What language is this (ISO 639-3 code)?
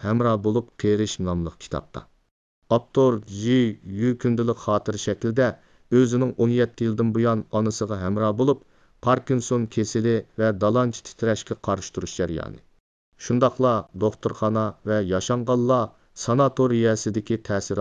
uig